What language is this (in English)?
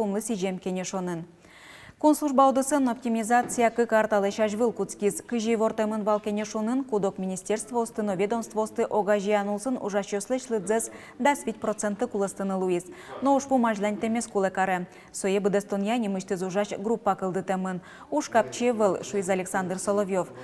Udmurt